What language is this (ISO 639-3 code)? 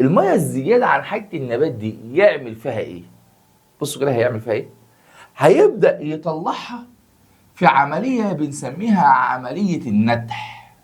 arz